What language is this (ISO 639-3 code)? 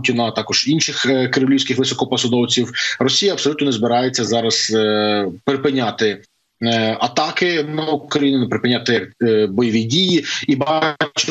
ukr